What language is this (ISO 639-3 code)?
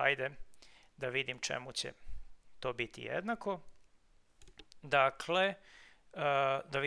srp